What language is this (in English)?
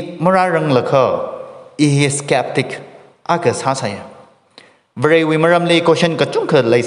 Tangkhul Naga (India)